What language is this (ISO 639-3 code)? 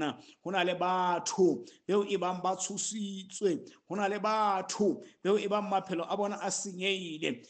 sot